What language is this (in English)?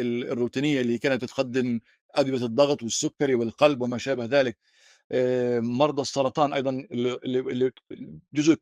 North Levantine Arabic